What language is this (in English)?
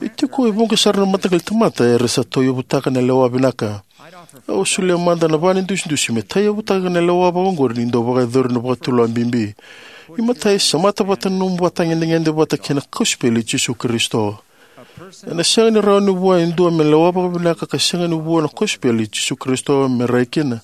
Fijian